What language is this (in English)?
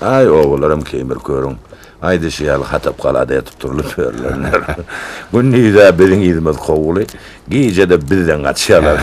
Turkmen